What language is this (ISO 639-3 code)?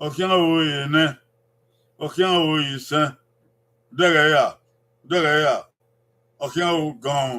bin